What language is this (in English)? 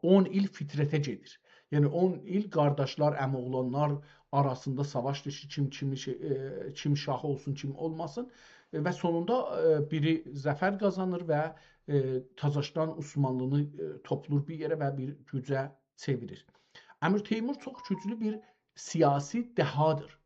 South Azerbaijani